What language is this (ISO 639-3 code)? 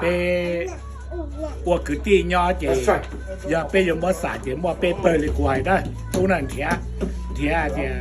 hmn